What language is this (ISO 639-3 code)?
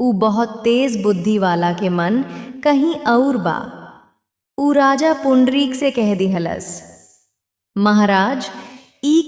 bho